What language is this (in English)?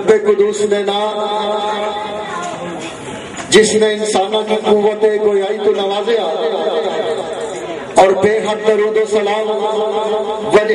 Urdu